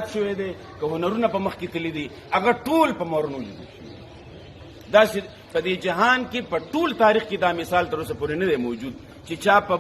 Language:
Pashto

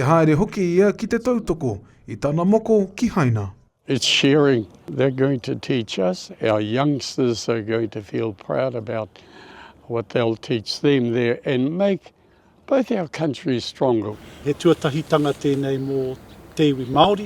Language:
Māori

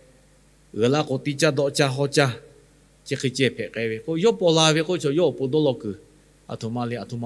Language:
Lahu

